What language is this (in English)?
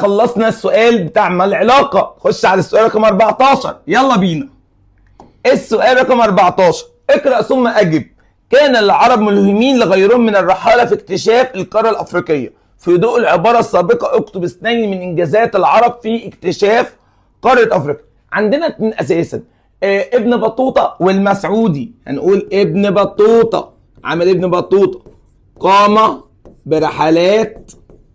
Egyptian Arabic